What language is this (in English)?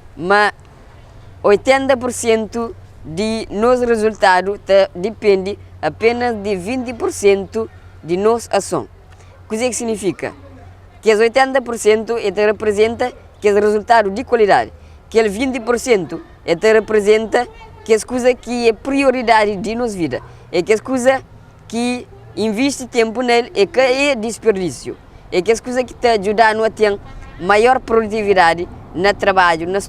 Kabuverdianu